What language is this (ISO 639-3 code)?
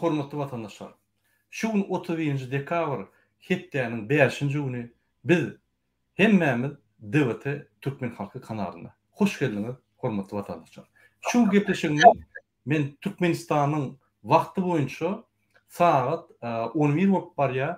tuk